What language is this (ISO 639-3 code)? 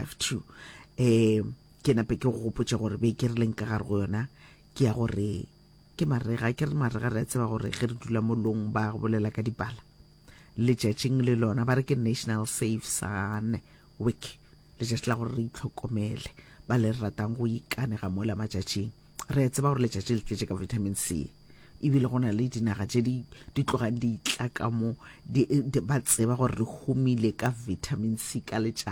nso